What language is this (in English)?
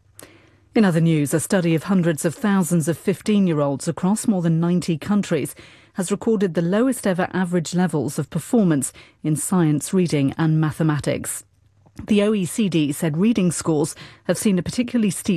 English